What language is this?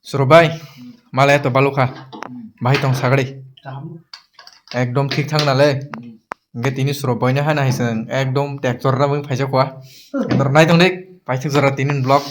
Kok Borok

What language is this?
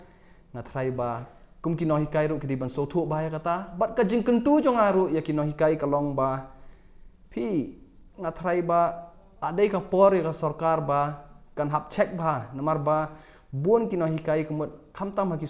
Khasi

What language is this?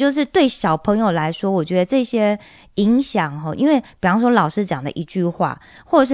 Chinese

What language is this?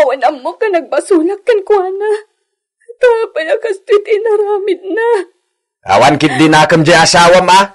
Iloko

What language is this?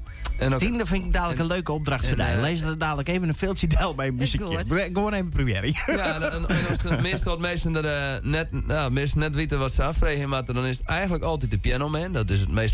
Western Frisian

